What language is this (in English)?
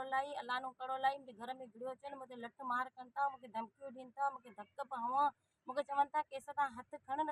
Sindhi